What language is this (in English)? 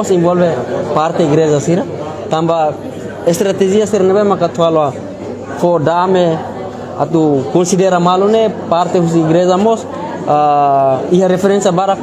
Tetum